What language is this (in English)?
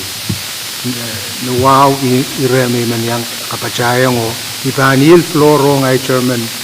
Pohnpeian